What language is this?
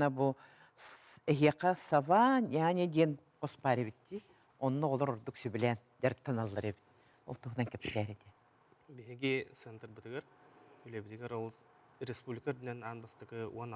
Yakut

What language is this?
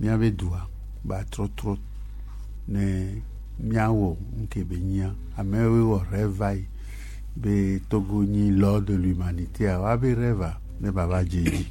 Gen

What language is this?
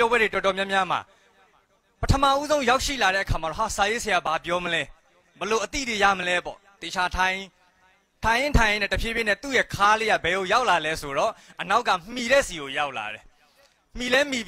Burmese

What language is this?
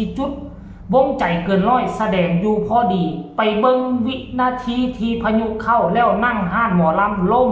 Lao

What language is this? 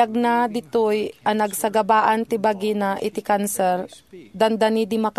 Iloko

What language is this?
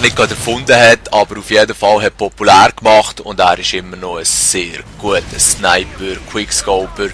Swiss German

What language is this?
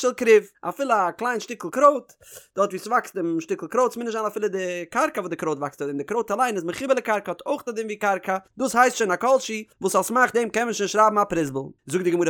Yiddish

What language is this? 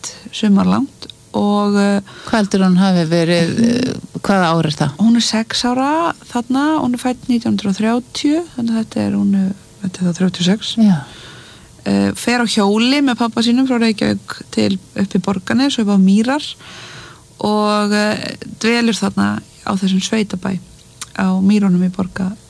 Icelandic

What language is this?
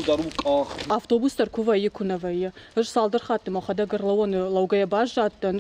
Ossetic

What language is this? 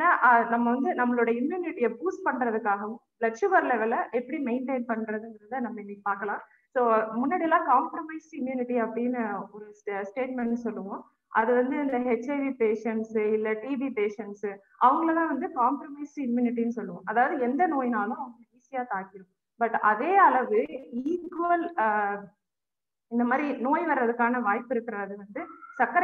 Tamil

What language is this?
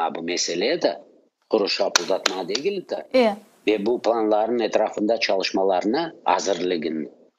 Crimean Tatar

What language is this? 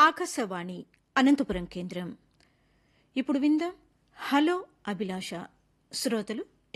Telugu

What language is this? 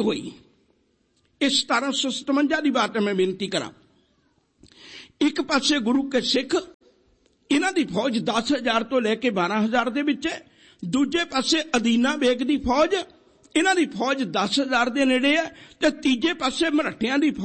Punjabi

